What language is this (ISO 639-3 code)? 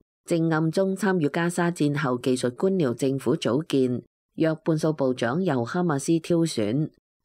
yue